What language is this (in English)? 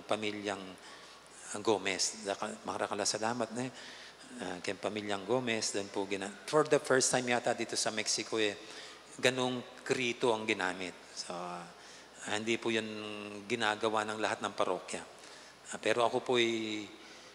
Pampanga